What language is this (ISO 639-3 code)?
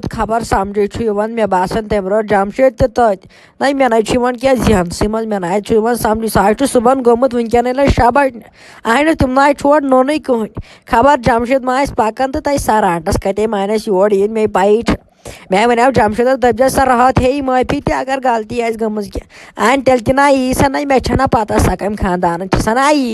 kas